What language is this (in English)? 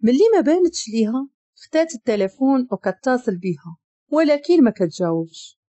Moroccan Arabic